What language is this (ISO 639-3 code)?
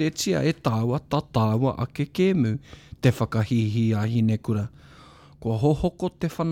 mri